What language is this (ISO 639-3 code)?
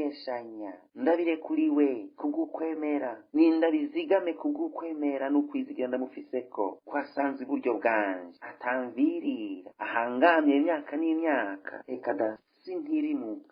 run